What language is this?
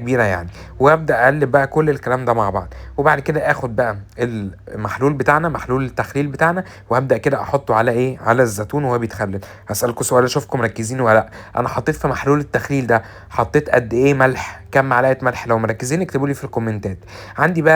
Egyptian Arabic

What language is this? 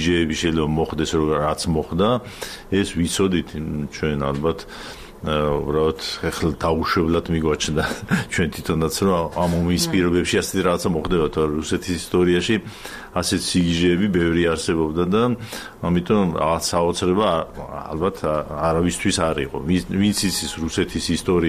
Georgian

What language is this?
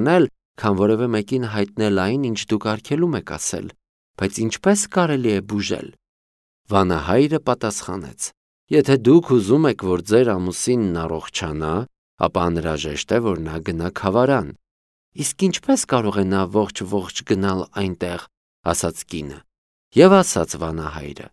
Armenian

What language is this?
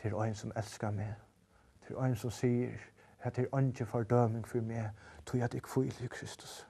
Faroese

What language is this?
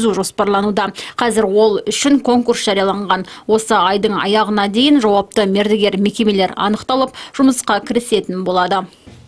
Kazakh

